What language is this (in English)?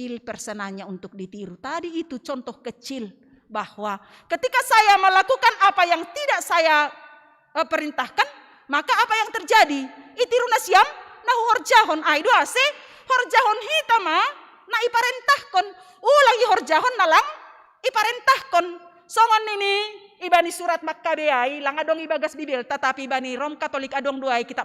Batak Simalungun